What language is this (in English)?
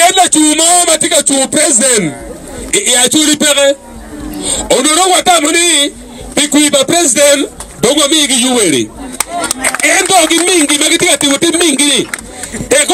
Acoli